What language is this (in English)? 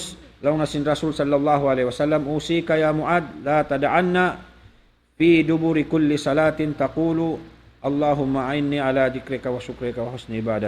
Tausug